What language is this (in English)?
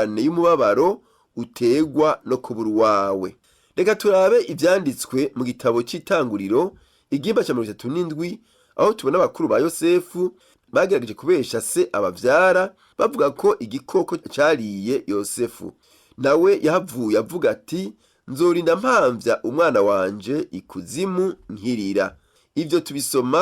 Rundi